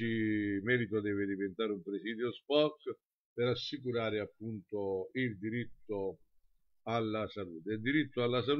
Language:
Italian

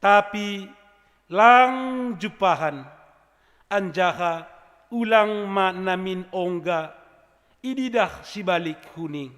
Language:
Batak Simalungun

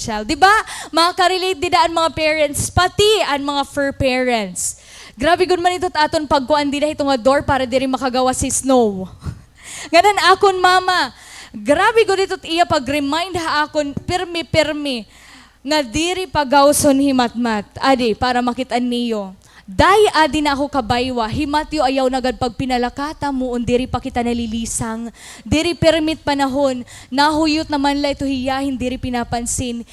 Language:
Waray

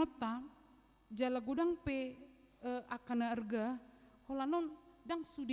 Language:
Batak Toba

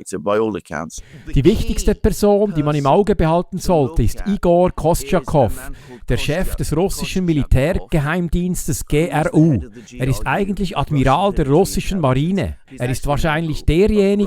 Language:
Swiss German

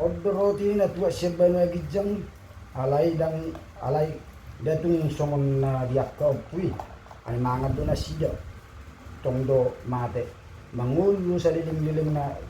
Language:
Batak Toba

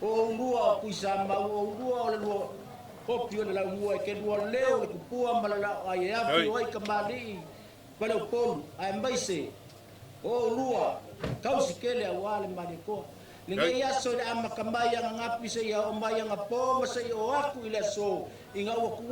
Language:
Samoan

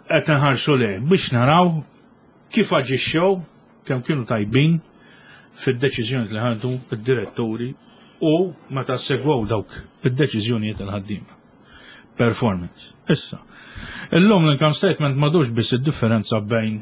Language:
Maltese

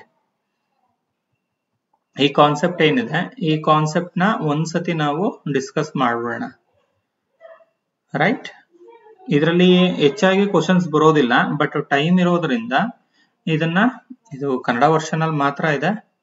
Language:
Kannada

